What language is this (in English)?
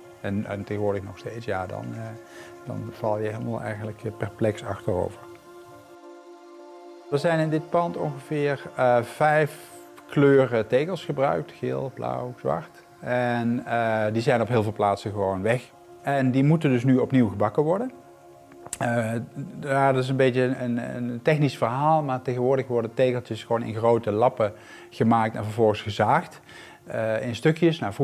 Dutch